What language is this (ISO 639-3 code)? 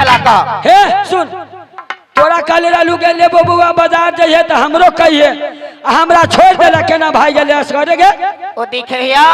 mai